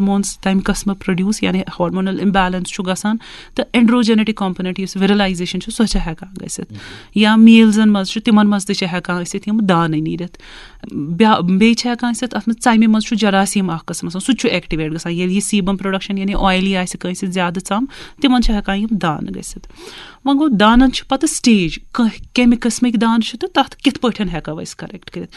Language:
Kashmiri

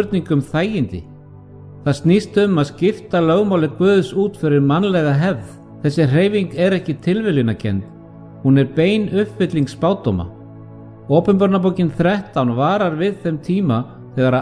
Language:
Icelandic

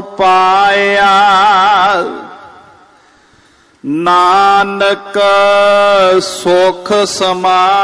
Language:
Punjabi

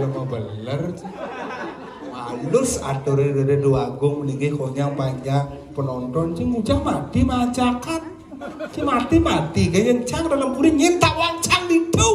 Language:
Balinese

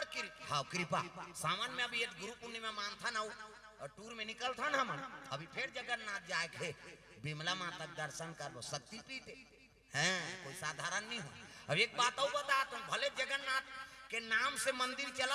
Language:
Chhattisgarhi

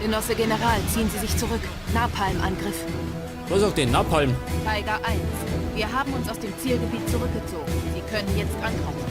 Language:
Bavarian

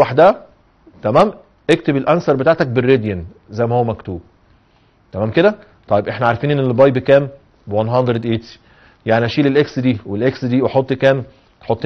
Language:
Egyptian Arabic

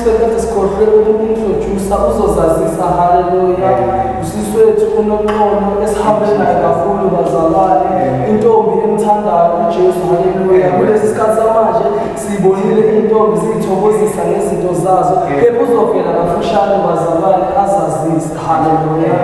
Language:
Zulu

